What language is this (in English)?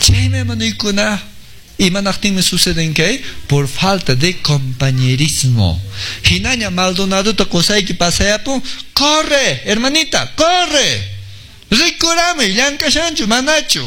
Quechua